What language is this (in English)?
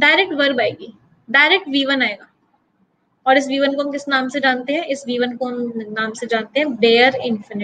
Hindi